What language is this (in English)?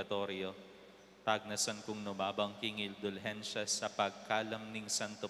Pampanga